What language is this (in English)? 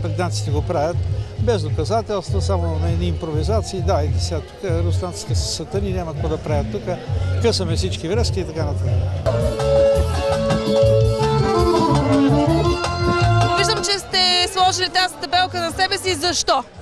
Bulgarian